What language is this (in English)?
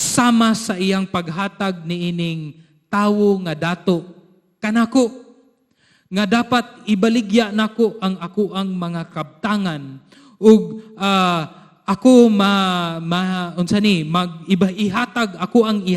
Cebuano